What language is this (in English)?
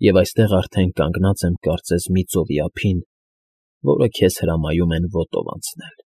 Armenian